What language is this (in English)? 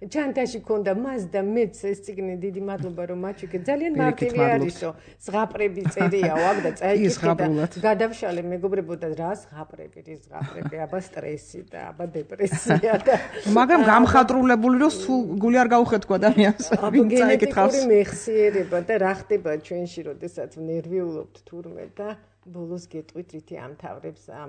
Georgian